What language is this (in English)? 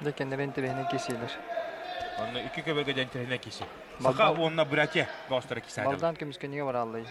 Yakut